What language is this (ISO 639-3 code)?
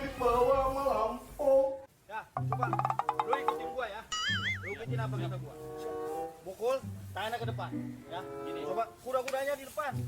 bew